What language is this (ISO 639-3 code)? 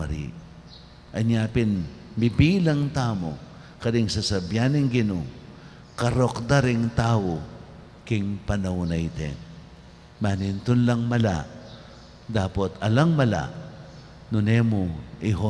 pam